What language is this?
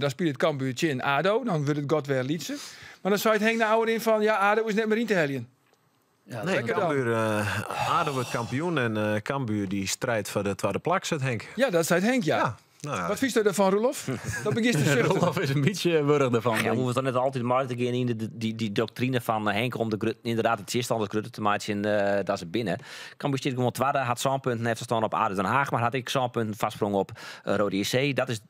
Western Frisian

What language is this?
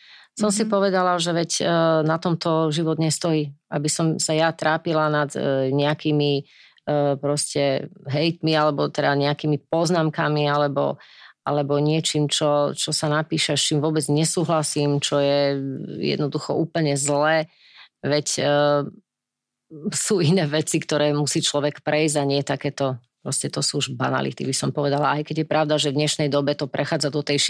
Slovak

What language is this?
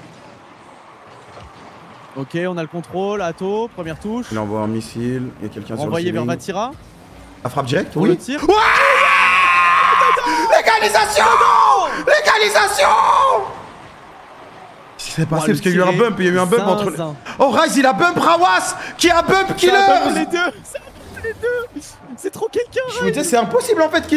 French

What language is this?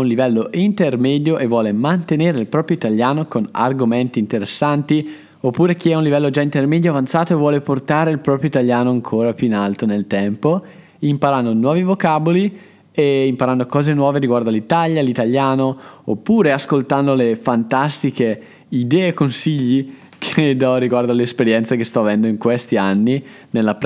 Italian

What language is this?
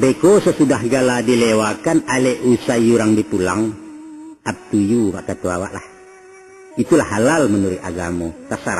Minangkabau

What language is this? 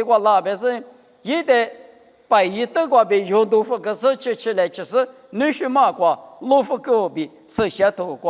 Lisu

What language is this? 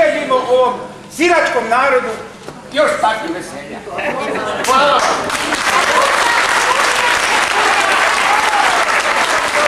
Croatian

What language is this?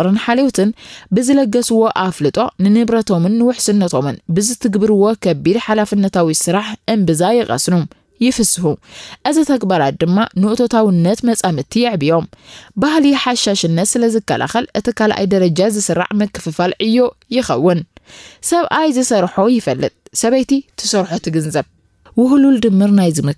Tigrinya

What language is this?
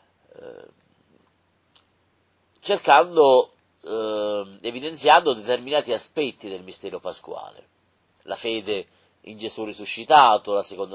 Italian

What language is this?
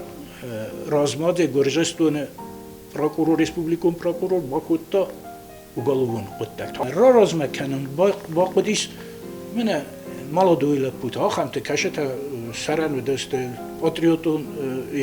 Ossetic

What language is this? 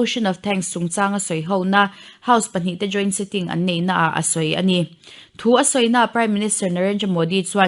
Mizo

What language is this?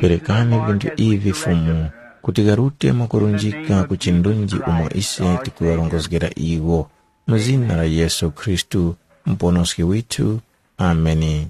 Tumbuka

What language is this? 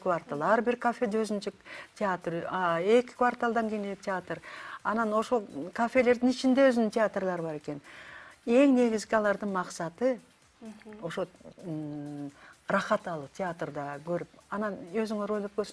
Kyrgyz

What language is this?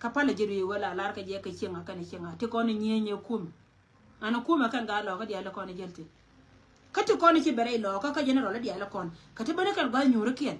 Nuer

